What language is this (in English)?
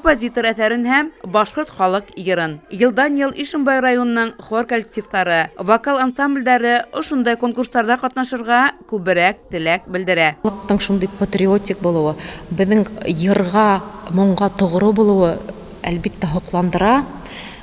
Bashkir